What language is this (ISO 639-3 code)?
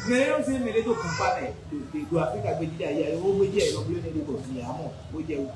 fon